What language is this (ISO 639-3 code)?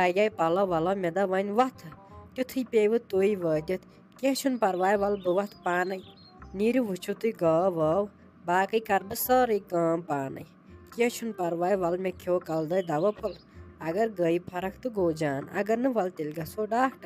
kas